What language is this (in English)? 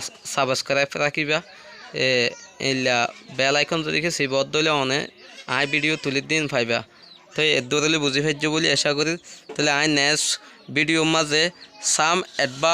Rohingya